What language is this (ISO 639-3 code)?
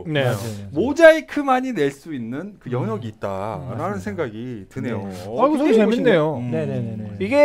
kor